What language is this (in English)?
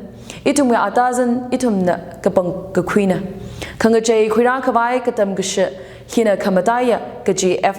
Tangkhul Naga (India)